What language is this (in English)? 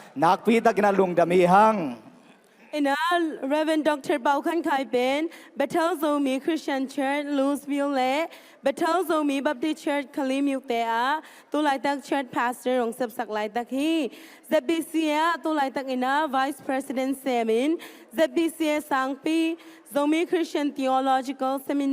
Tedim Chin